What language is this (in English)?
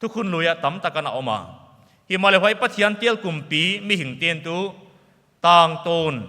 Paite Chin